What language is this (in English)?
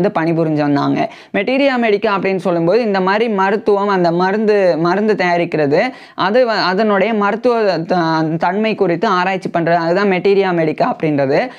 Tamil